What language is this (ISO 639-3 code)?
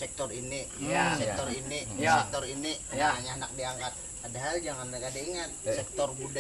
bjn